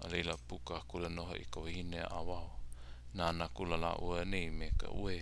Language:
Hawaiian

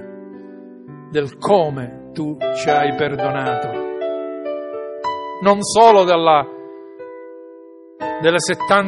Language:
Italian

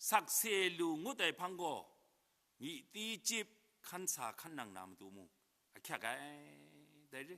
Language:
Kachin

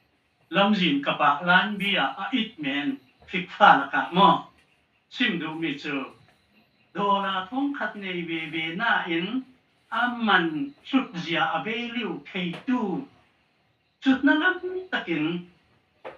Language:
Falam Chin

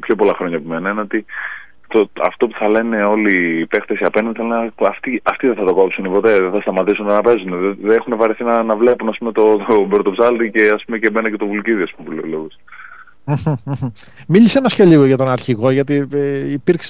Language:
Greek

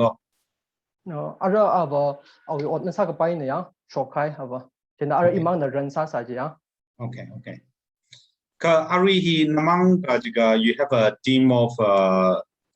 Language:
Tangkhul Naga (India)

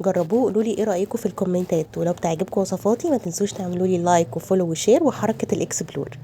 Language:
Egyptian Arabic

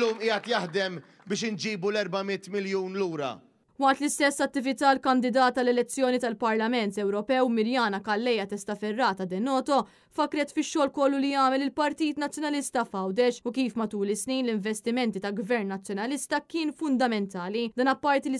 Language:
Maltese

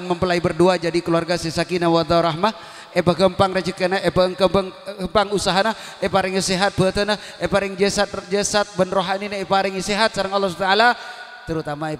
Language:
Madurese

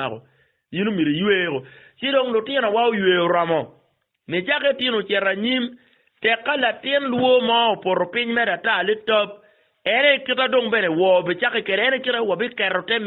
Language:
Acoli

